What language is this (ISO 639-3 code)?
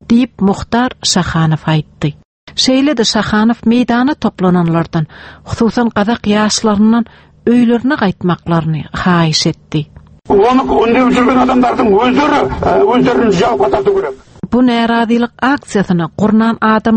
tuk